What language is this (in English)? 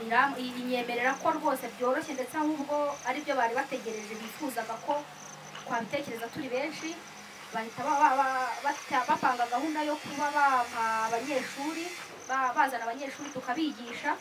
Kinyarwanda